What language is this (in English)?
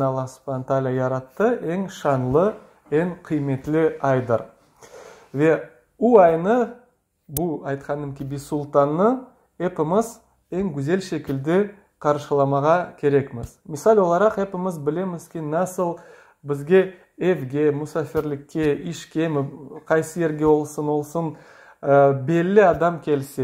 Crimean Tatar